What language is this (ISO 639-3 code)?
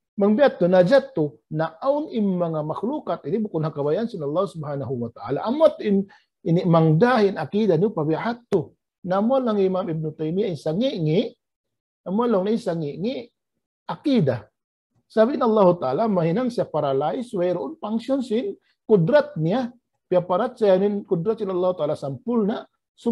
tsg